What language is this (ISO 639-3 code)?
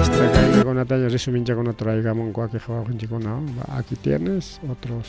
quy